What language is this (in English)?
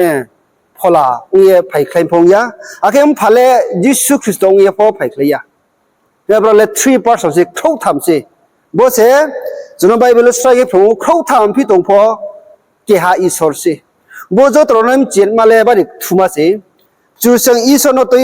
Riang (India)